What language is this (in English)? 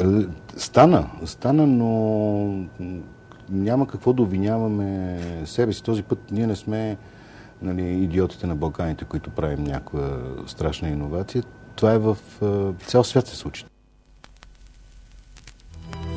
Bulgarian